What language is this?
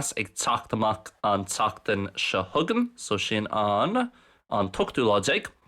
Irish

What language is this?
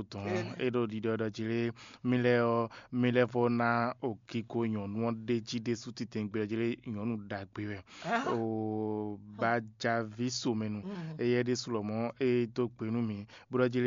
Fon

